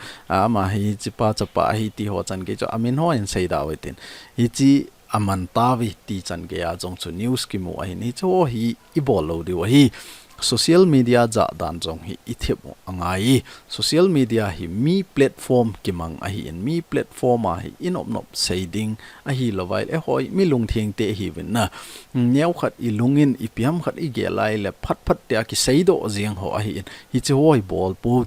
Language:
Thado Chin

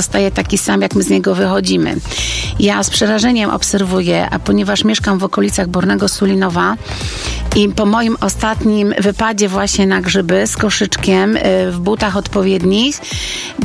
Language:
Polish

